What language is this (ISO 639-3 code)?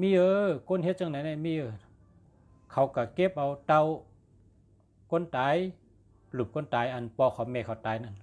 shn